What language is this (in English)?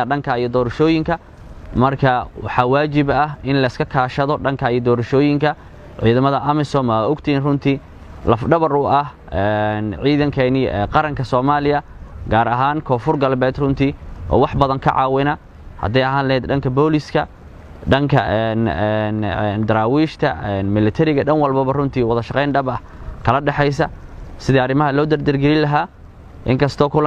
Somali